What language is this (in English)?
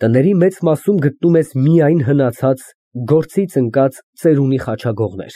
Armenian